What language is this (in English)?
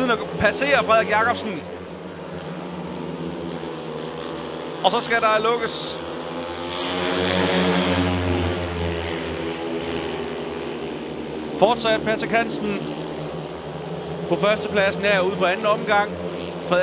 Danish